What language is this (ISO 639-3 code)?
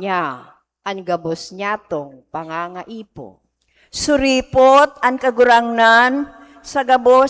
bik